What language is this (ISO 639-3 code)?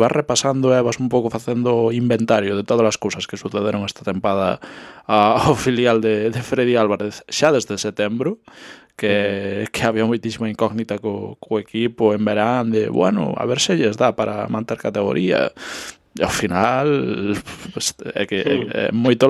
glg